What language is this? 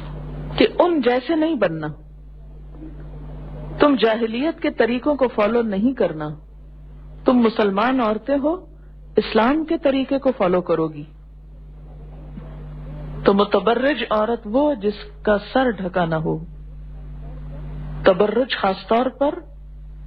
Urdu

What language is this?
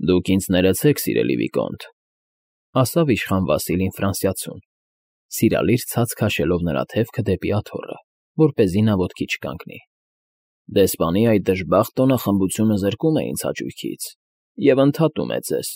Armenian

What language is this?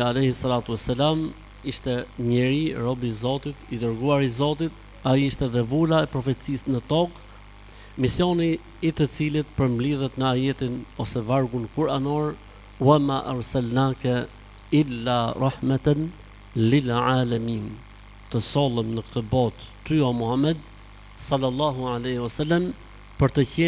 Albanian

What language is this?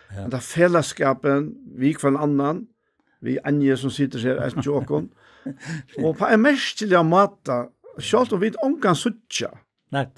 Faroese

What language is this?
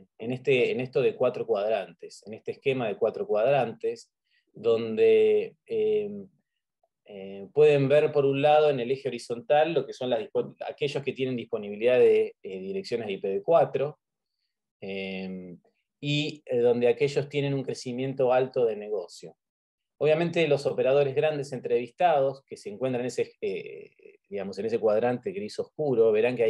Spanish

